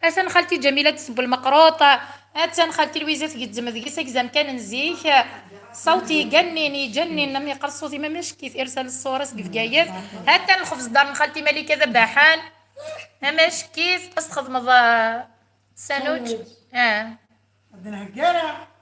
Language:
Kabyle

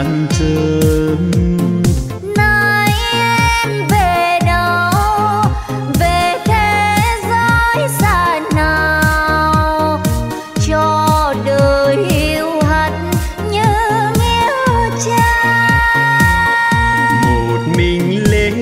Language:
Vietnamese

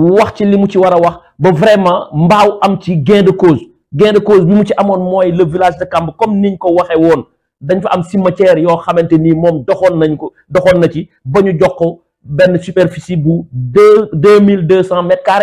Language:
Wolof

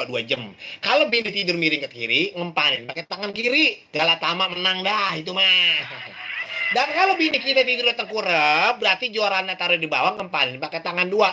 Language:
Betawi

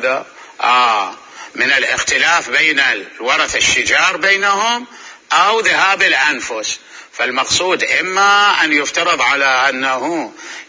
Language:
Mesopotamian Arabic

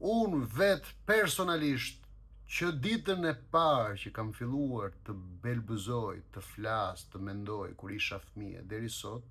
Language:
Albanian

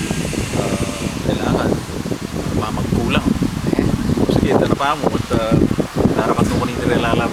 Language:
Pampanga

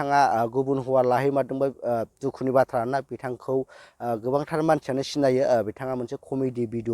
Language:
Bodo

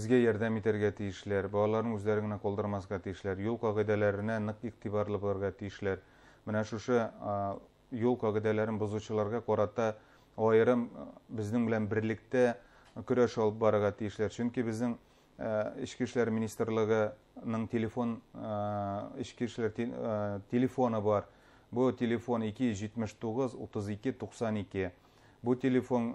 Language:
Bashkir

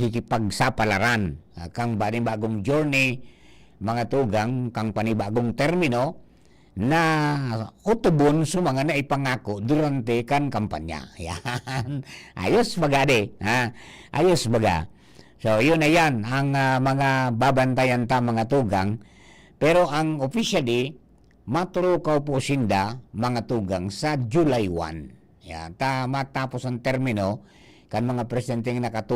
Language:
Bikol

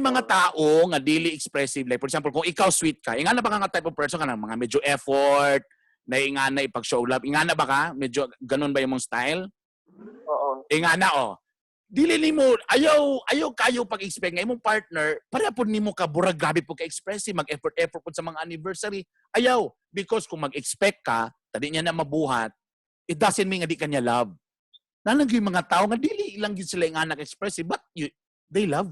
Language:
Cebuano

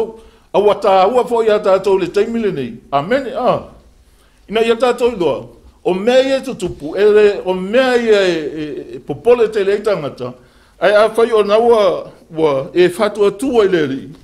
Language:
Samoan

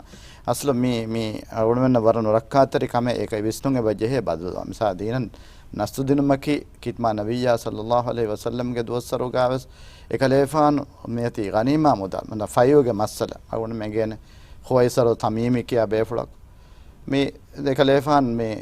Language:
Divehi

